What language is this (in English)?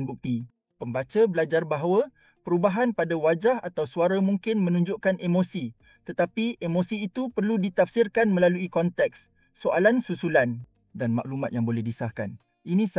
Malay